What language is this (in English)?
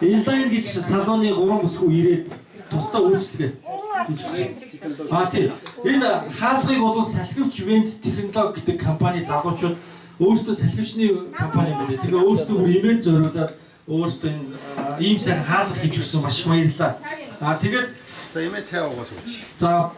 Mongolian